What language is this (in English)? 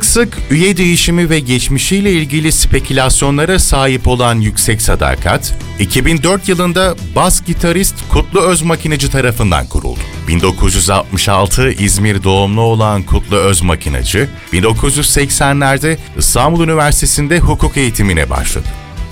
Turkish